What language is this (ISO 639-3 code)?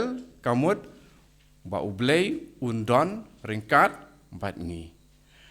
kha